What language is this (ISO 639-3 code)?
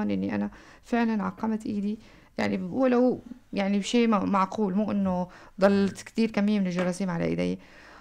apc